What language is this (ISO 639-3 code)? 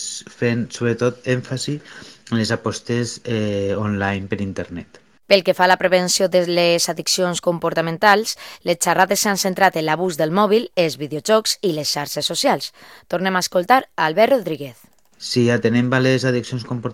cat